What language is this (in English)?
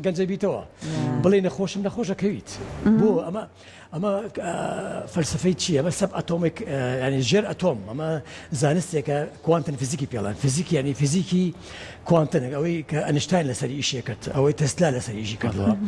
Central Kurdish